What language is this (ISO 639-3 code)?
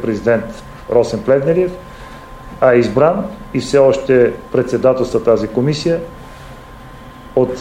bul